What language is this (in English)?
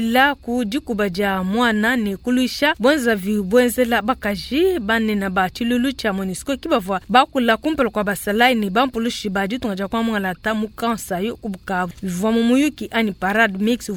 Luba-Lulua